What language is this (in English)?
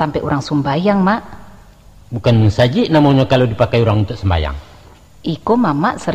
Minangkabau